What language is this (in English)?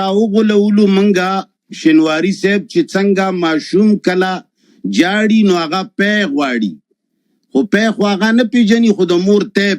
Pashto